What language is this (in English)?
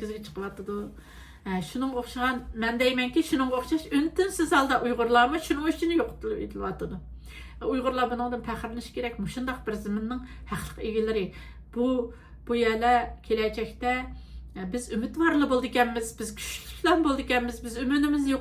Uyghur